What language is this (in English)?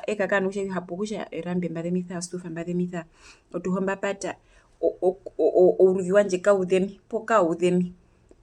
Herero